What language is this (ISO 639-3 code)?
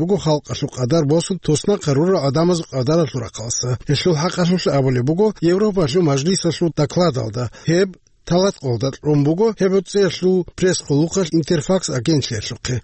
ava